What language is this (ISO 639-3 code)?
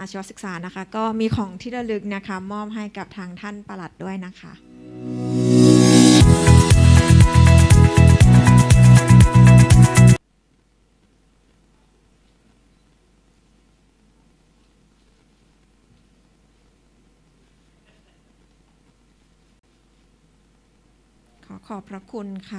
tha